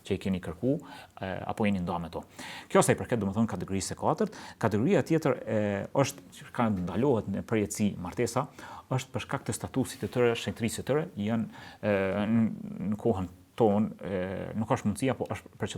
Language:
Albanian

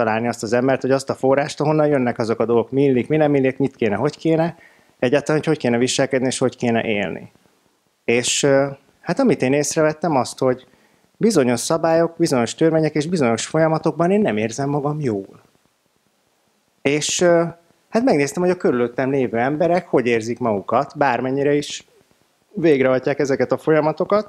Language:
Hungarian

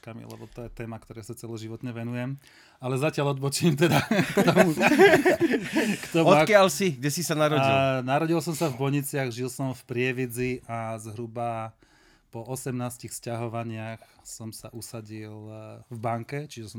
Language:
Slovak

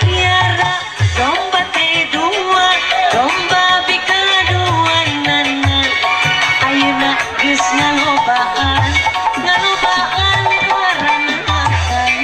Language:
Sundanese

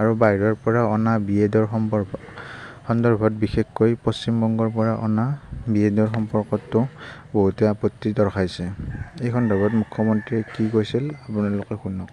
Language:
Assamese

